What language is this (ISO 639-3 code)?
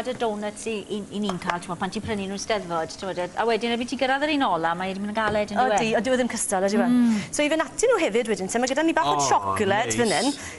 cym